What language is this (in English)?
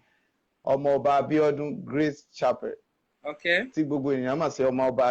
Yoruba